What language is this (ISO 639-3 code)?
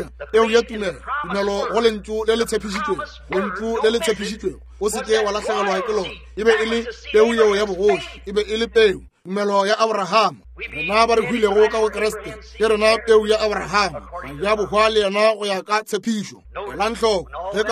nso